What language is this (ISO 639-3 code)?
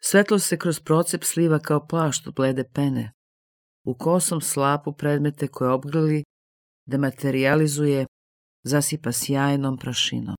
srp